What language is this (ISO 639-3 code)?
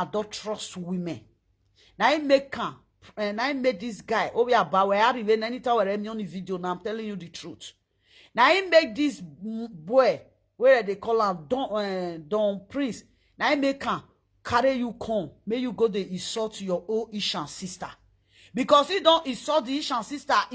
pcm